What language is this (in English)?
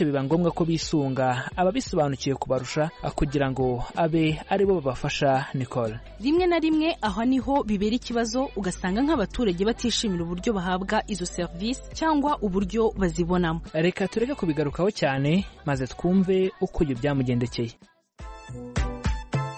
Kinyarwanda